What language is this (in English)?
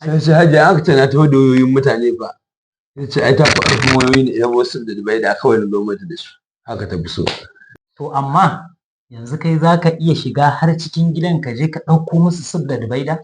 Hausa